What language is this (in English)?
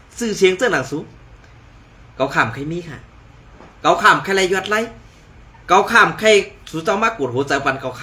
Shan